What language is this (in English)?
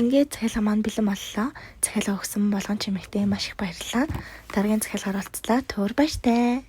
Mongolian